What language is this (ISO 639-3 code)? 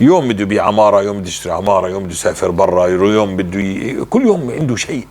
apc